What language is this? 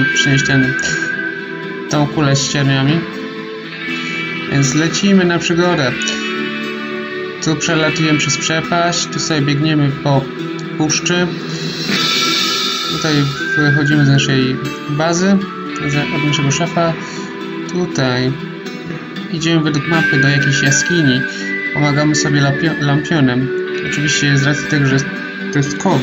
Polish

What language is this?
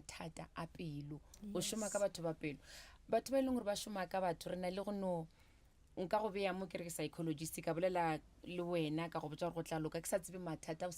Northern Sotho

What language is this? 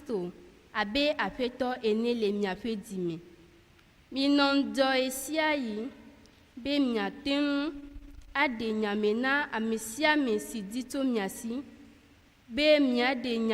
Ewe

